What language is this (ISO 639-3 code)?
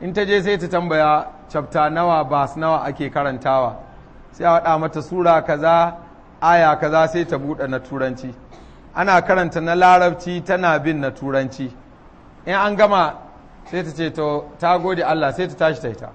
hau